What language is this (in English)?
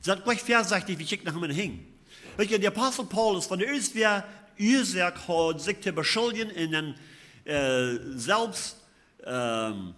Plautdietsch